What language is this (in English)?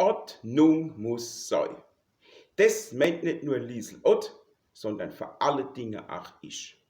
Palatine German